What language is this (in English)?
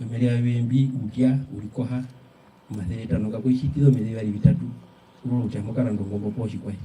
Herero